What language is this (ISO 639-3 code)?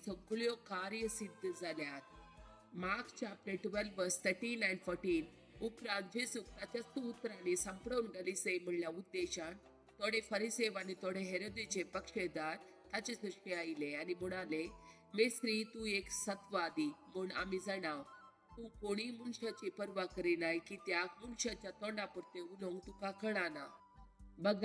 kok